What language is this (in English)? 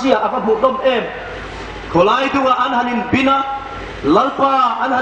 Hmar